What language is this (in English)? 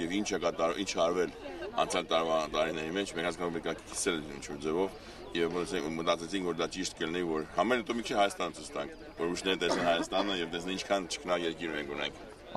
Armenian